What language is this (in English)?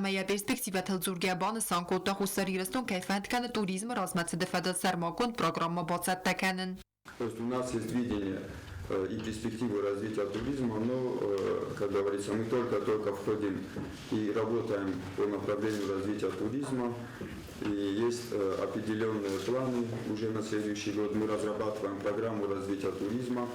Ossetic